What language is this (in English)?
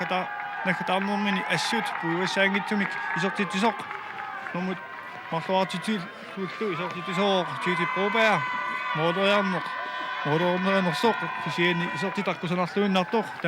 Kalaallisut